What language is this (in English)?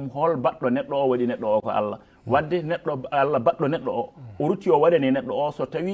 Fula